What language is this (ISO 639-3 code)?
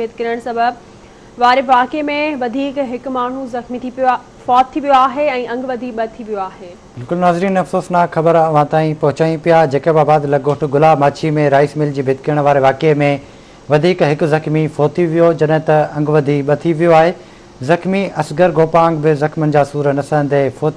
snd